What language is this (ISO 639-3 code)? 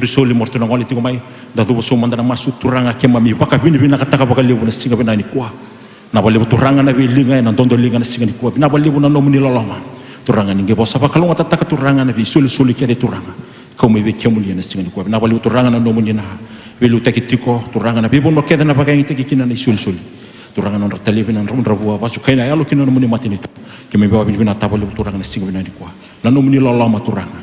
fij